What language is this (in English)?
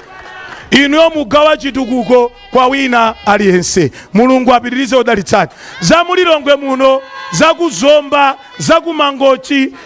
Nyanja